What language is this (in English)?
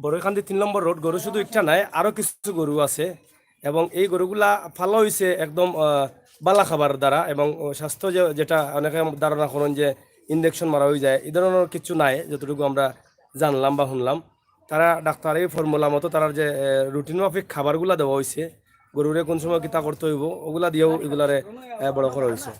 Sylheti